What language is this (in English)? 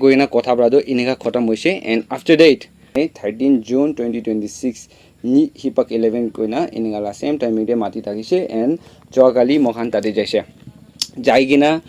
Naga Pidgin